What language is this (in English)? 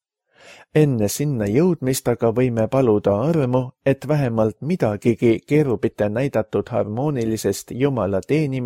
Estonian